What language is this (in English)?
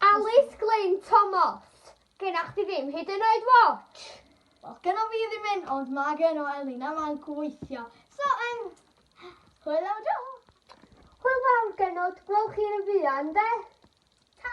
Welsh